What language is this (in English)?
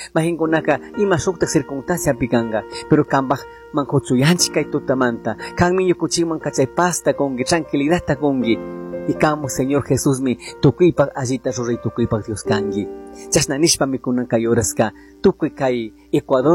Chimborazo Highland Quichua